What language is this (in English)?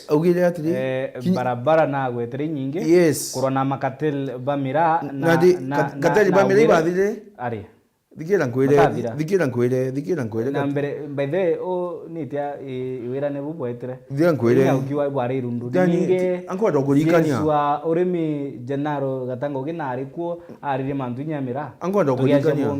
Meru